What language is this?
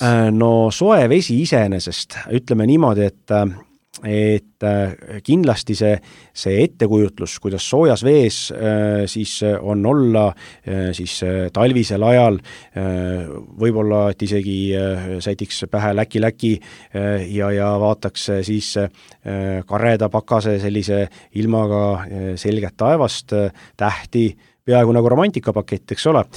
Estonian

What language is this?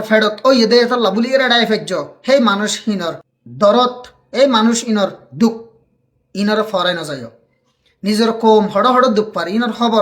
Rohingya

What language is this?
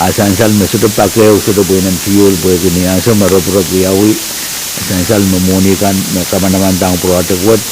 Pohnpeian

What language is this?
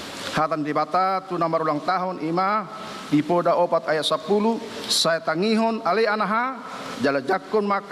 Batak Toba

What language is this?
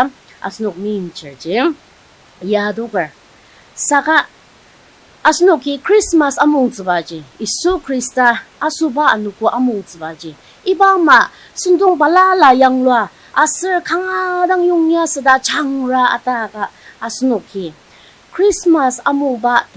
Ao Naga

